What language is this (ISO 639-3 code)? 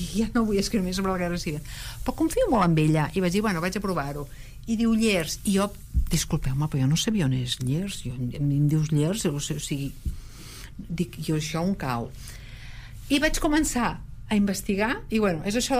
cat